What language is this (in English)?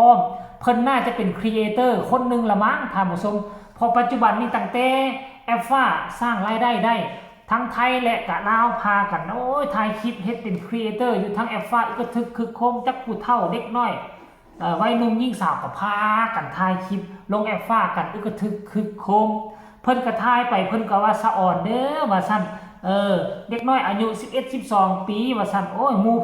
Northeastern Thai